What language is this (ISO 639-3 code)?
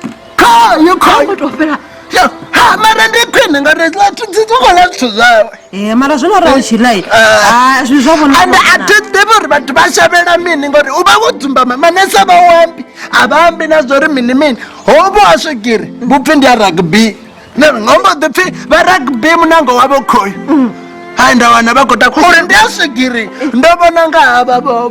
ven